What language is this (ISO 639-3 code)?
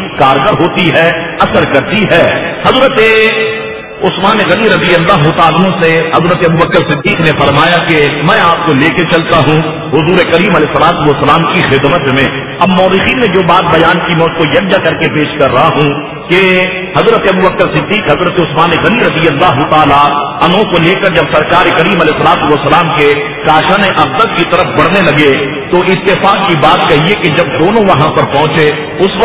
urd